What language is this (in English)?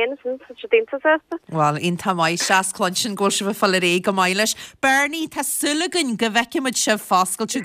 Irish